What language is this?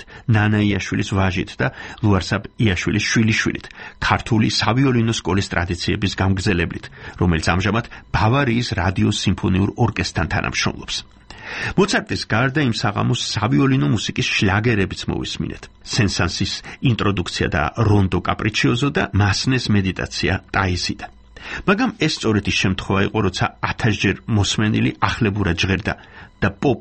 Georgian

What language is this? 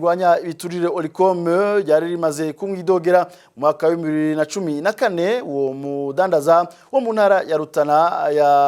Rundi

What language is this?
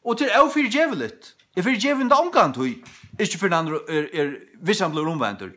Faroese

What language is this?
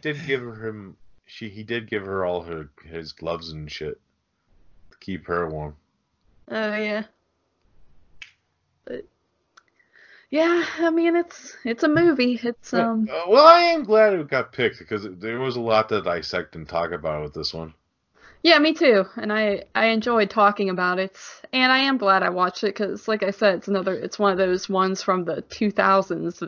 English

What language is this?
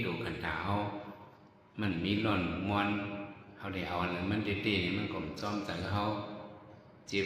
Shan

